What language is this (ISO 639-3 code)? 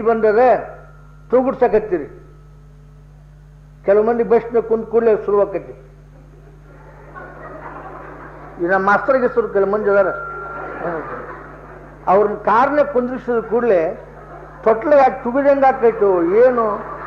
kan